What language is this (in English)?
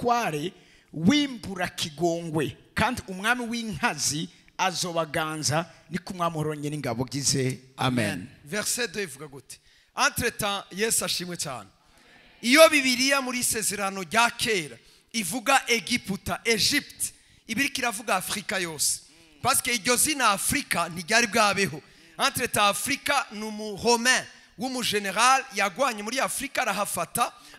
Rundi